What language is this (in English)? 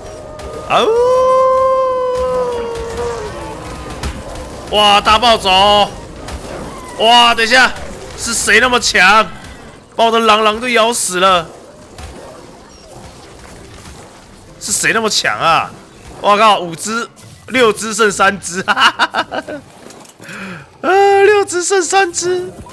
Chinese